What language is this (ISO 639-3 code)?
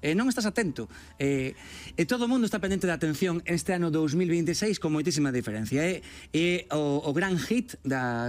glg